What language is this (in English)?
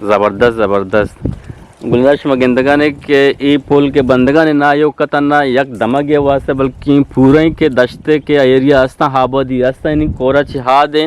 Eastern Balochi